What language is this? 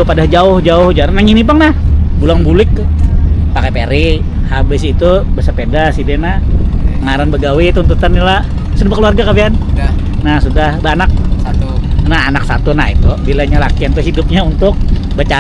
Banjar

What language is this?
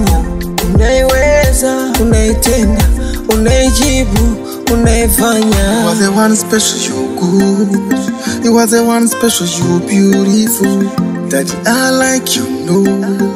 Swahili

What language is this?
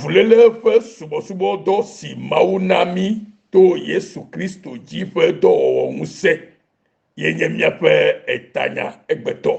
Ewe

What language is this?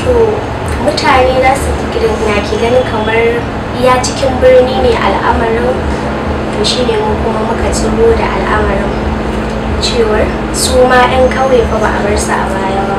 Hausa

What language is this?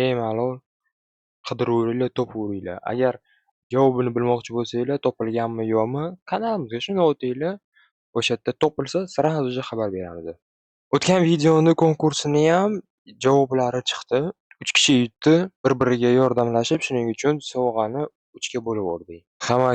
Uzbek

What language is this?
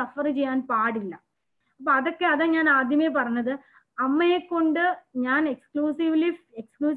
Malayalam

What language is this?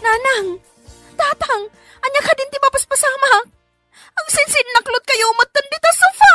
Iloko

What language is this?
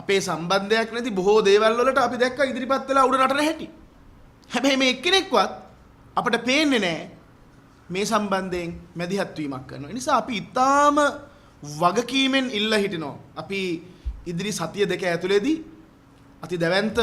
Sinhala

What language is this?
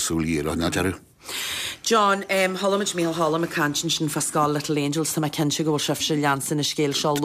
Irish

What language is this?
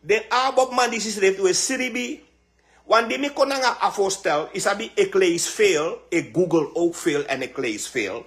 Sranan Tongo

